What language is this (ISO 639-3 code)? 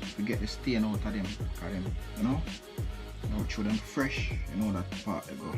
jam